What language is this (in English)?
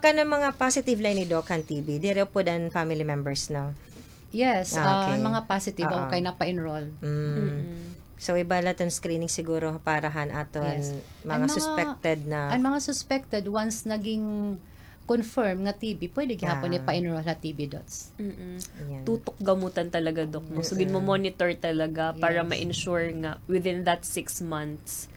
Waray